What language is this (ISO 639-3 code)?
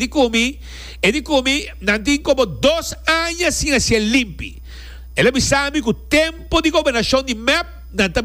pap